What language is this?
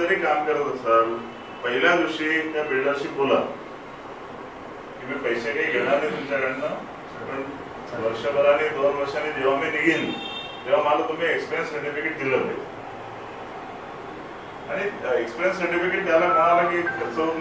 Marathi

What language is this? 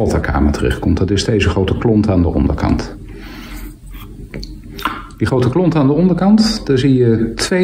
Dutch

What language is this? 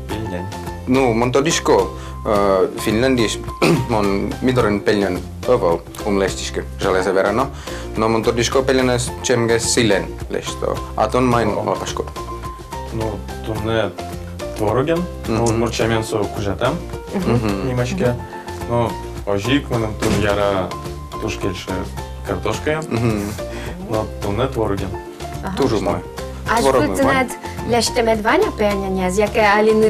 Udmurt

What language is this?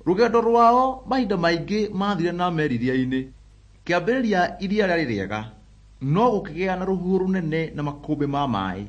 Kikuyu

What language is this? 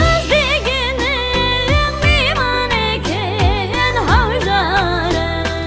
Kara-Kalpak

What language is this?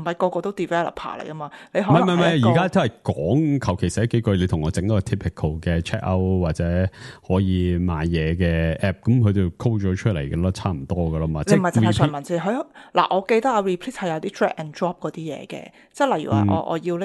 Cantonese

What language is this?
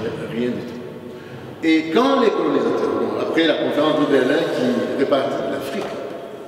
French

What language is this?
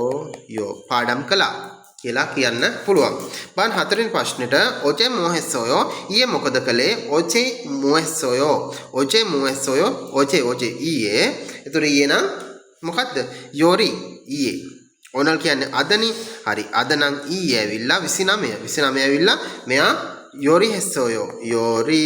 Sinhala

